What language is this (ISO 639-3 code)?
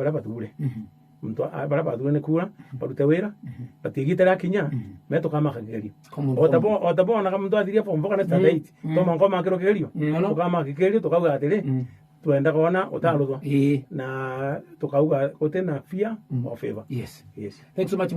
mer